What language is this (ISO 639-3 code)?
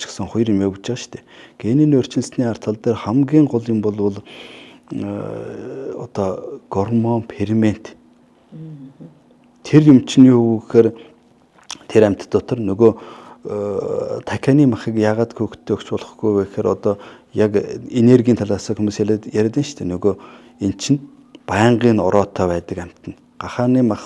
mon